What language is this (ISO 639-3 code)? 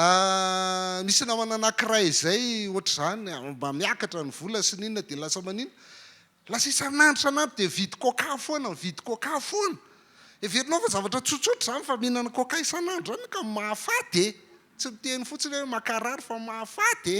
mlg